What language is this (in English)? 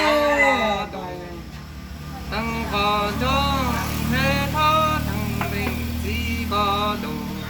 Hmong